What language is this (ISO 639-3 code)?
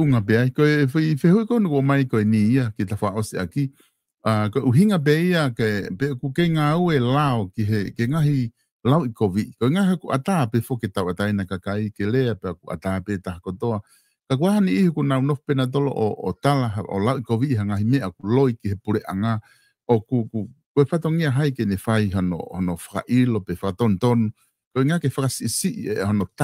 ton